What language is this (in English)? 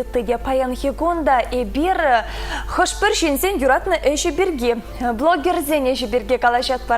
Chuvash